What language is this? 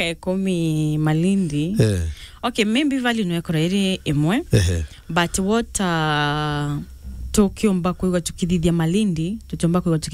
Meru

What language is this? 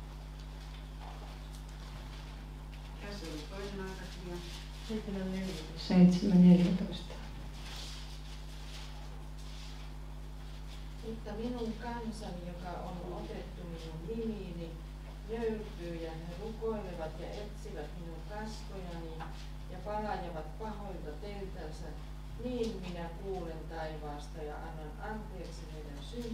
Finnish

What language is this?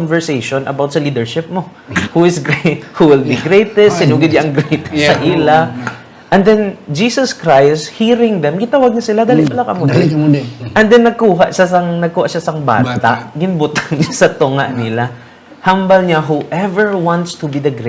Hiligaynon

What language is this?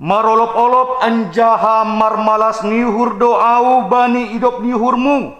Batak Simalungun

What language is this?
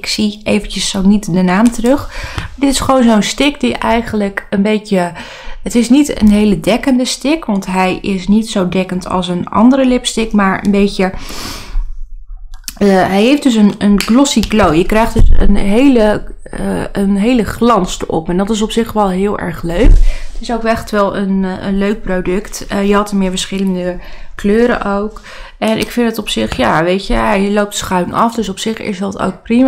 Dutch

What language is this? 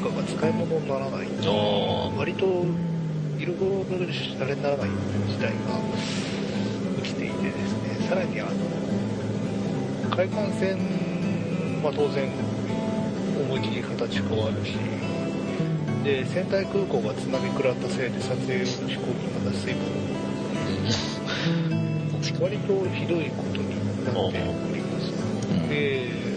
Japanese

